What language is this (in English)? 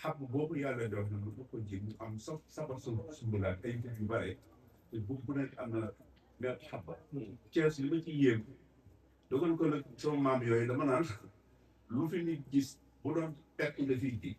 Wolof